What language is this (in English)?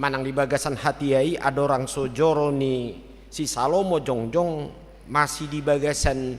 Batak Toba